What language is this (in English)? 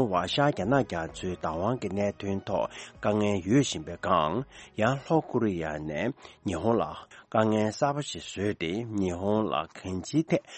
Tibetan